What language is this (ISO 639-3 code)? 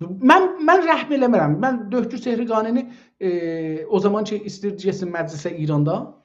azb